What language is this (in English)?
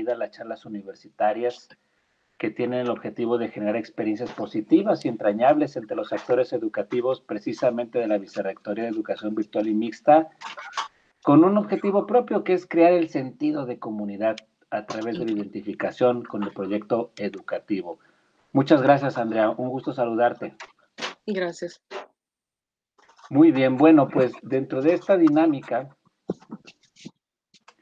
Spanish